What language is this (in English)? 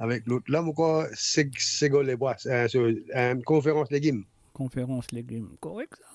Morisyen